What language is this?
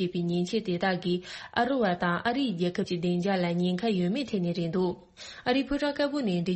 Tibetan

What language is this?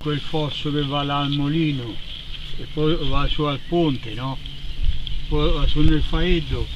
Corsican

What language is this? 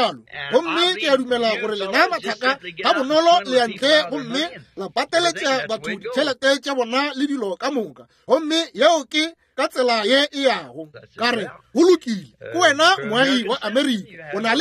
Northern Sotho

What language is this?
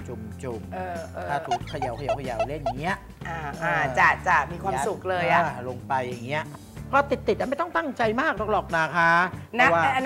Thai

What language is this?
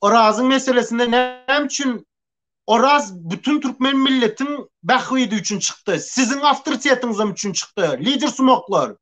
Turkmen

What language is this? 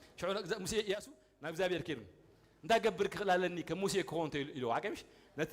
Tigrinya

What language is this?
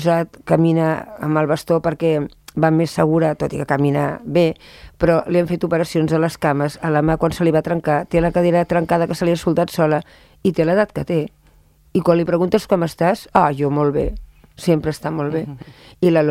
Catalan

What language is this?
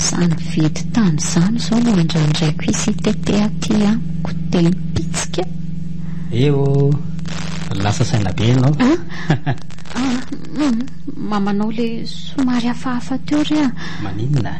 Malagasy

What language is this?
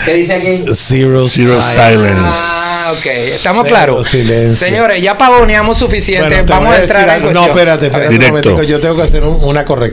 Spanish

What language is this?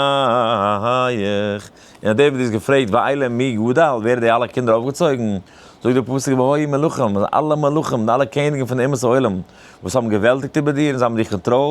Yiddish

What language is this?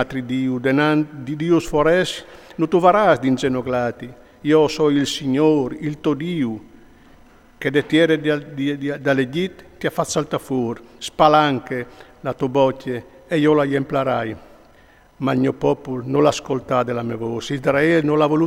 Friulian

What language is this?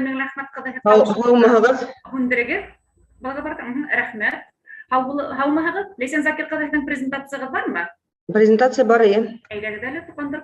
Bashkir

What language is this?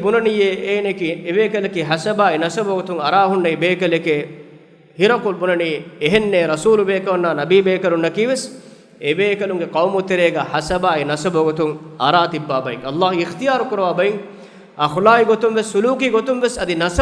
Divehi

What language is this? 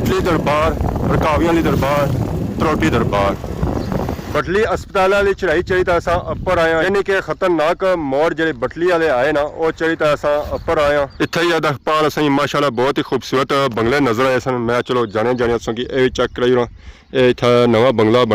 Pahari-Potwari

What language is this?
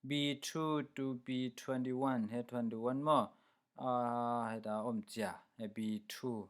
Falam Chin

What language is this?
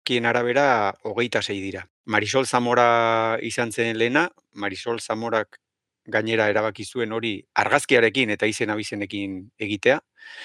Basque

